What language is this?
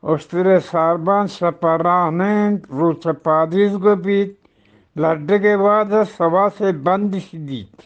Eastern Balochi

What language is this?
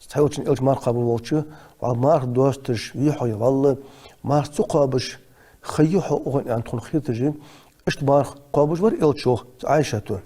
Ingush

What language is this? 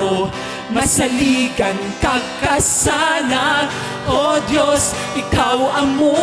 Hiligaynon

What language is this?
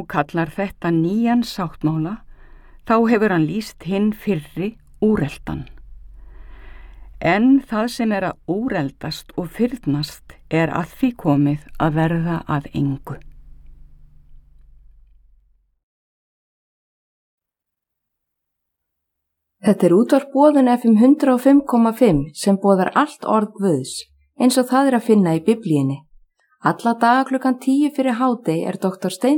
Icelandic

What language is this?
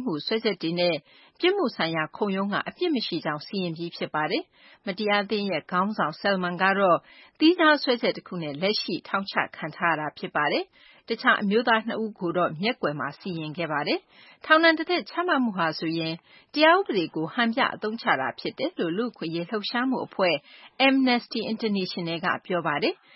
Burmese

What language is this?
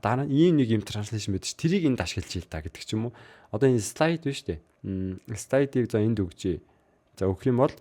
Mongolian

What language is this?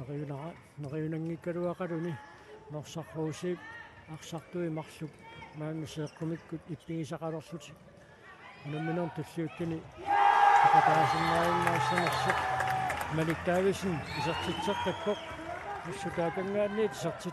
Kalaallisut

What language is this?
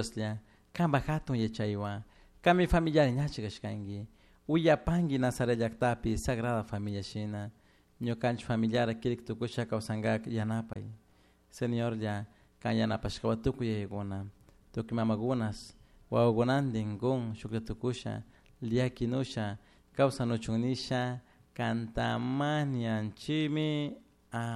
Chimborazo Highland Quichua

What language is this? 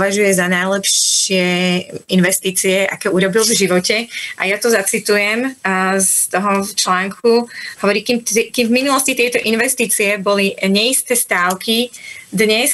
Slovak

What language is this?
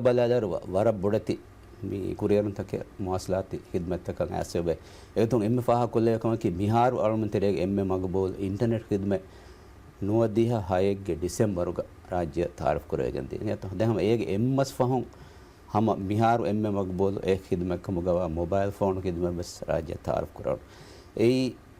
Divehi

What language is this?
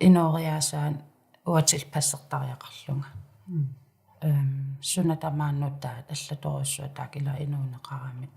Kalaallisut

